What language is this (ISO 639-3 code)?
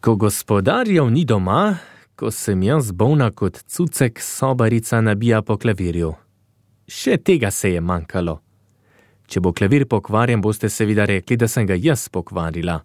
slv